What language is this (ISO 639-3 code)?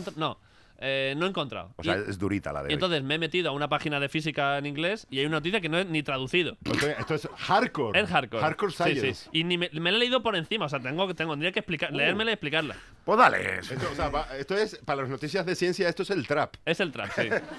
spa